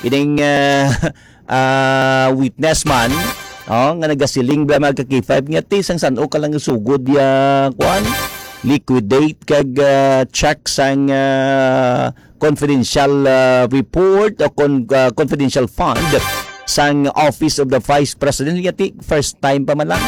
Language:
Hiligaynon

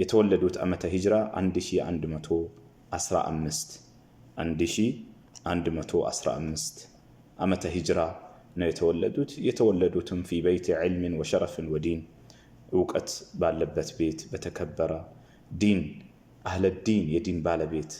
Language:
Amharic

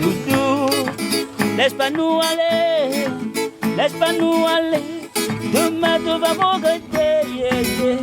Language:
Réunion Creole French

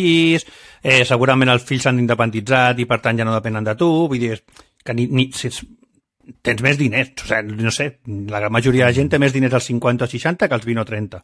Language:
Catalan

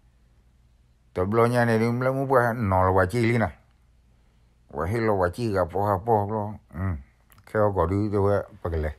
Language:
S'gaw Karen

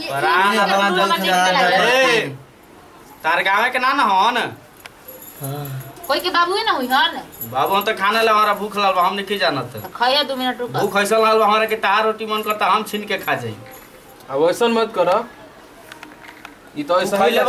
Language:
Bhojpuri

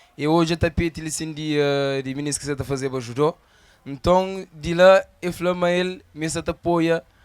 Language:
Kabuverdianu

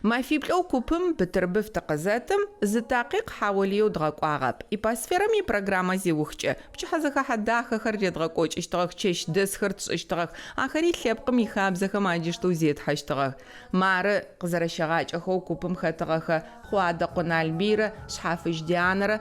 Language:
Adyghe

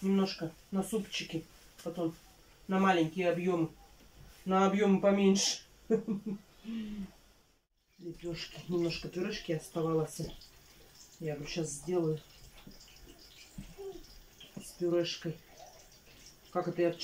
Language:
Russian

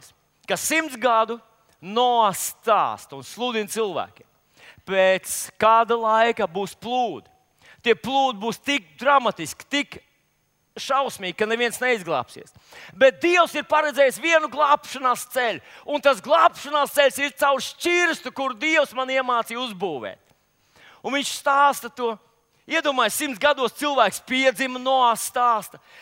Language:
Latvian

